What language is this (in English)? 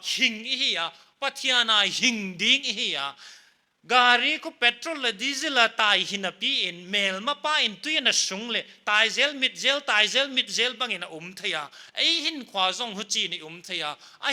Paite Chin